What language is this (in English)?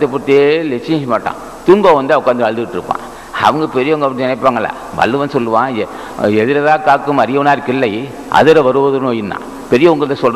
Tamil